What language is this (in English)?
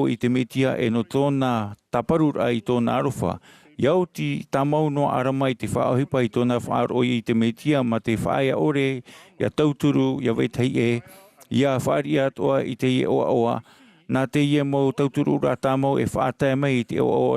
Tahitian